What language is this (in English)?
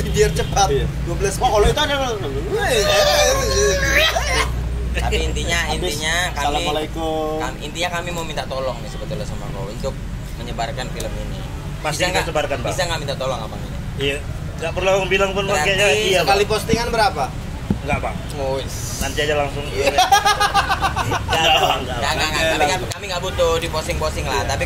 Indonesian